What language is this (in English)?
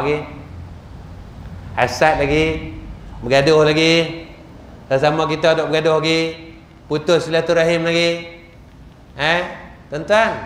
Malay